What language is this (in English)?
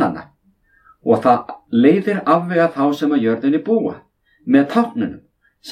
Icelandic